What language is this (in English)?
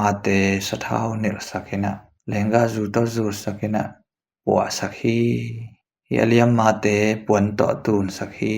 Tedim Chin